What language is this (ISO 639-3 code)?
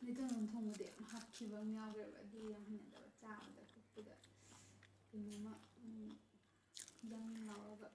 mni